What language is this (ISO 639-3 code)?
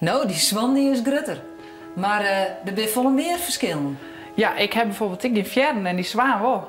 fry